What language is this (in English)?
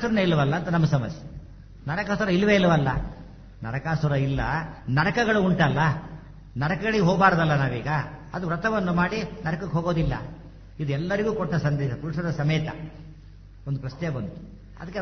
Kannada